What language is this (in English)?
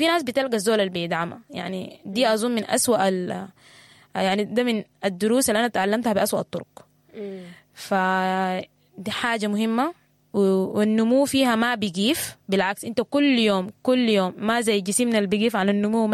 Sudanese Arabic